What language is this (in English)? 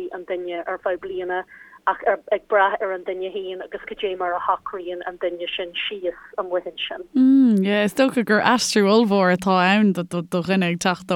Irish